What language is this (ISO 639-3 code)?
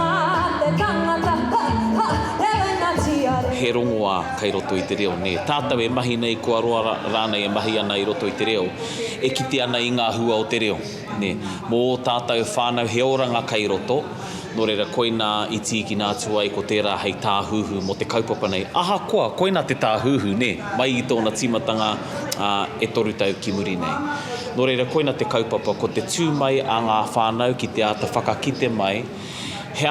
mri